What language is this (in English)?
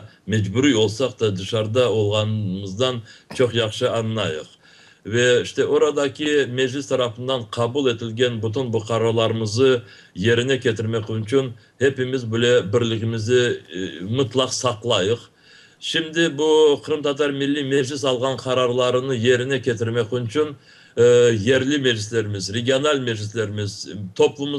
Crimean Tatar